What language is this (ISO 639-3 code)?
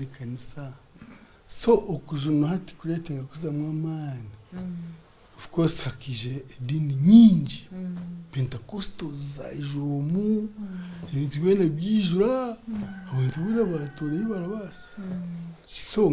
nyn